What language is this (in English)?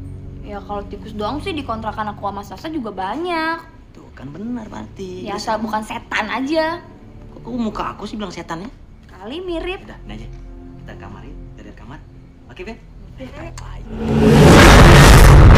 Indonesian